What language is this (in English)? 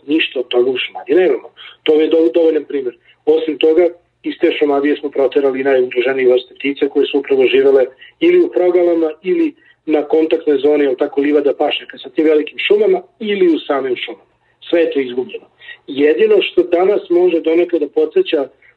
Serbian